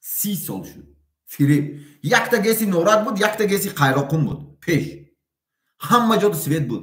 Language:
Tajik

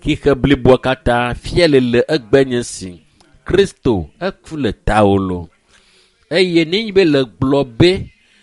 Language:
Ewe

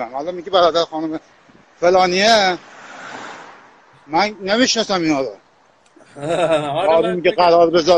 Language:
Persian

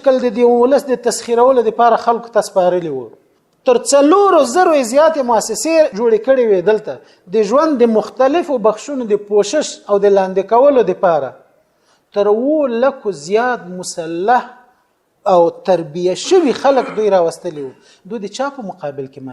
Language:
Pashto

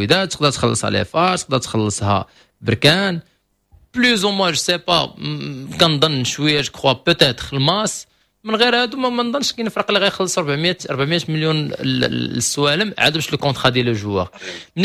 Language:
Moroccan Arabic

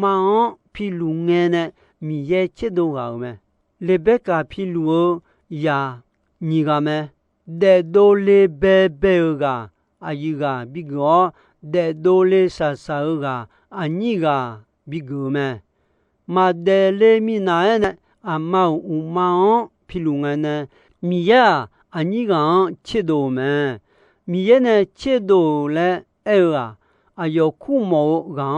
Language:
Akha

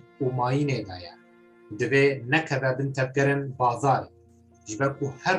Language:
Kurdish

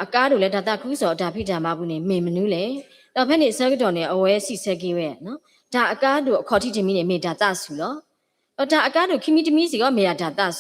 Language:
S'gaw Karen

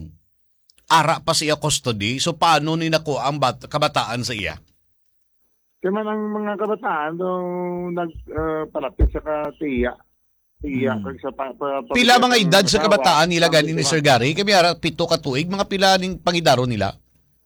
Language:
Hiligaynon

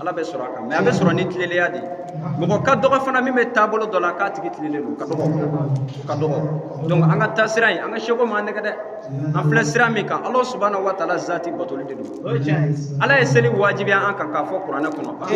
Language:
Bambara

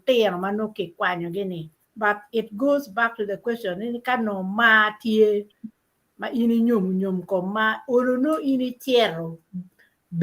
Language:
Acoli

